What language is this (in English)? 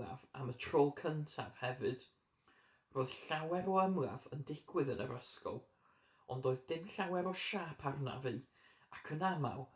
Welsh